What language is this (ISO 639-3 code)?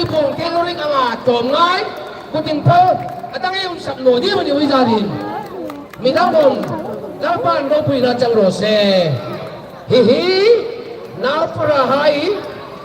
hmr